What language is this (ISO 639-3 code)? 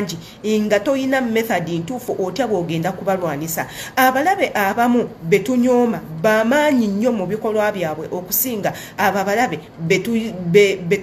lug